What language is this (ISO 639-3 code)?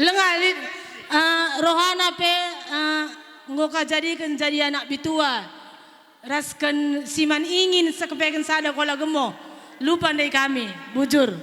btx